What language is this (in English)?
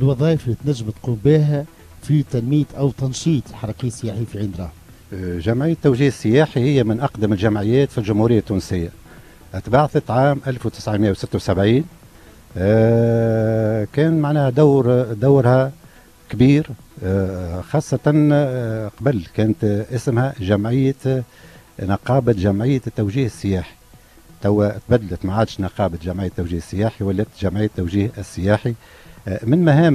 Tunisian Arabic